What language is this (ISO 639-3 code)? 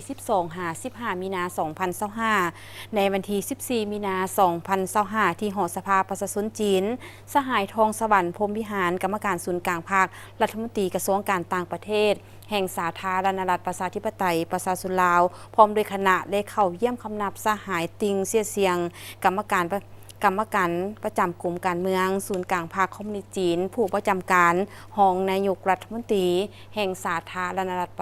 lao